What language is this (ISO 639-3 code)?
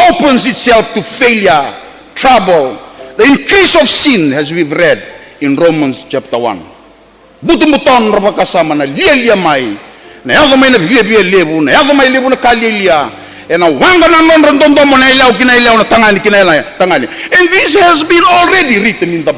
fij